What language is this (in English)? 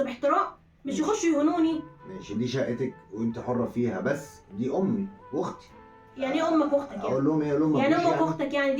Egyptian Arabic